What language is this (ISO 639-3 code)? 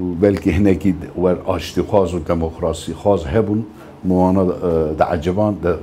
kur